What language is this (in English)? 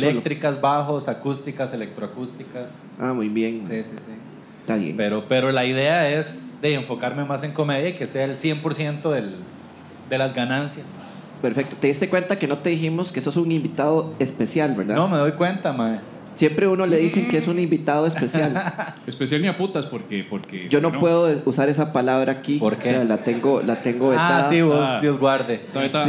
Spanish